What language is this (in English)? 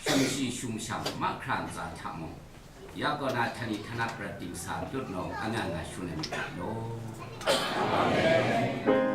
Kachin